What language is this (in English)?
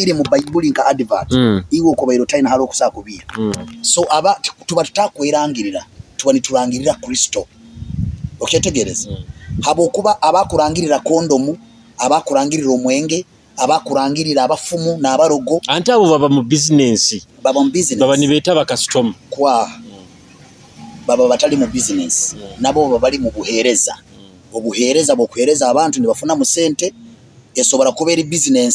Nyoro